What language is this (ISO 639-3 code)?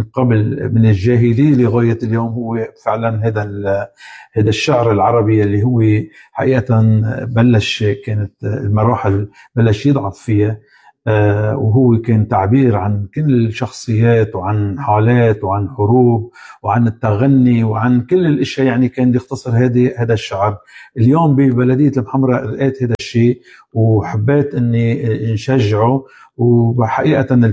apc